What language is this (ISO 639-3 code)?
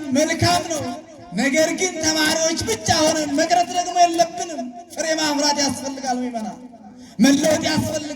amh